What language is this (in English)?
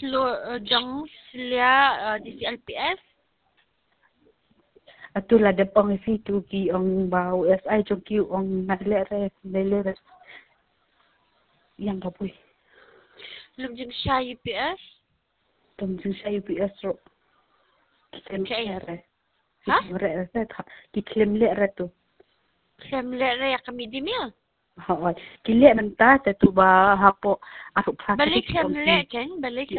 Khasi